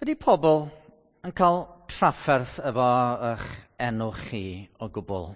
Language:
Welsh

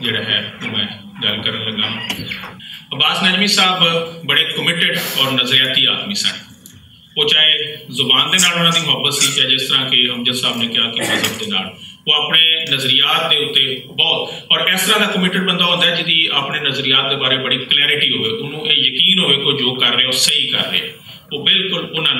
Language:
Western Panjabi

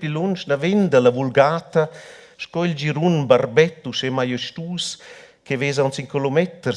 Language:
Romansh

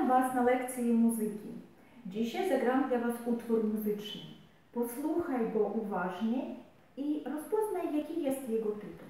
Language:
Polish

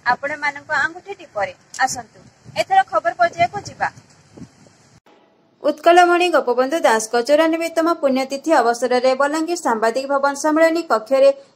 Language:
Odia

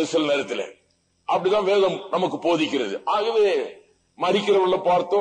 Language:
Tamil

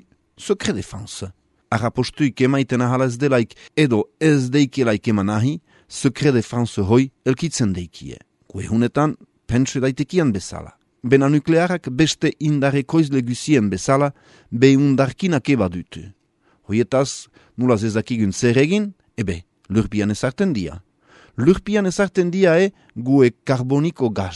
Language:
Basque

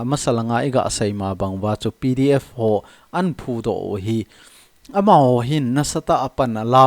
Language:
Thado Chin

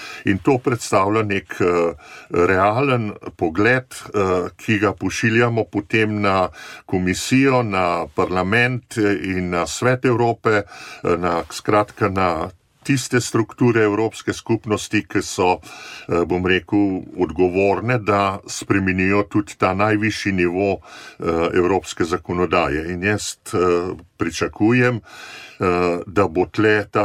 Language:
Slovenian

